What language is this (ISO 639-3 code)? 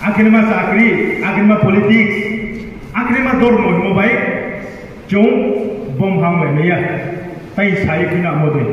ria